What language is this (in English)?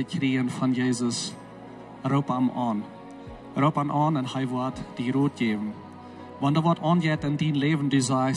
Plautdietsch